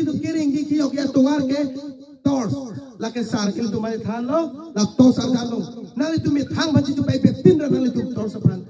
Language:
Karbi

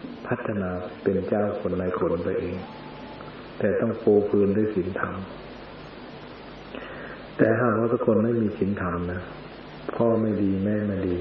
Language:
Thai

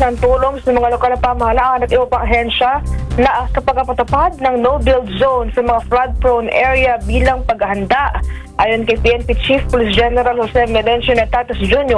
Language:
Filipino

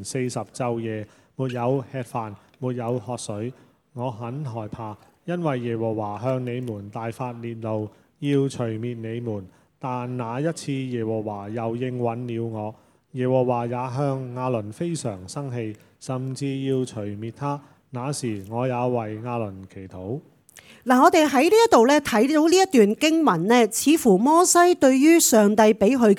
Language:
Cantonese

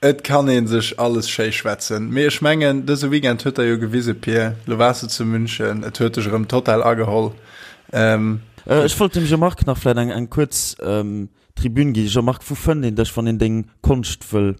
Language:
Luxembourgish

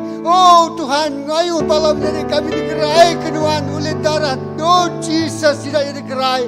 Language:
Iban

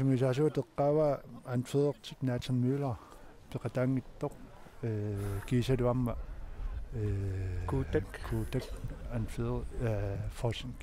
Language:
Kalaallisut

